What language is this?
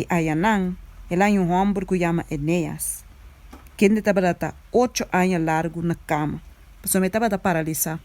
Papiamento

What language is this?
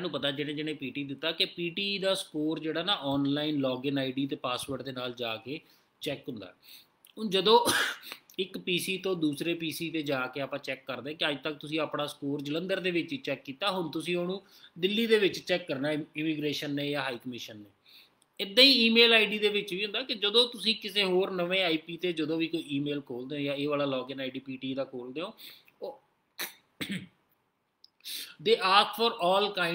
Punjabi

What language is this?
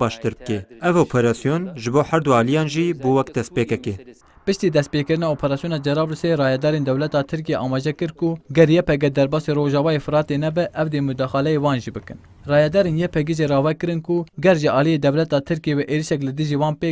Kurdish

